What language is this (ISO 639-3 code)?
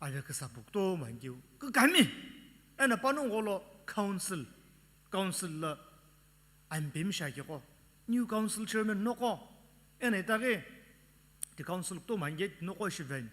nsm